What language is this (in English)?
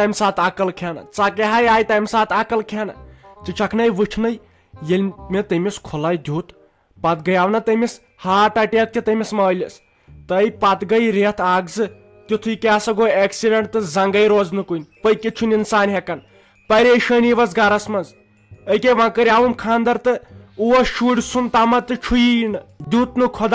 Kashmiri